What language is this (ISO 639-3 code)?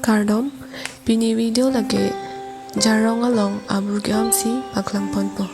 mjw